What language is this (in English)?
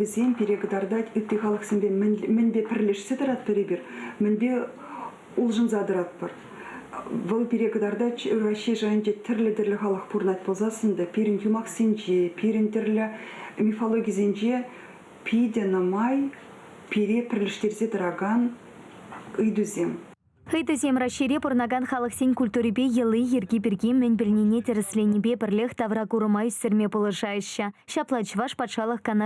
Chuvash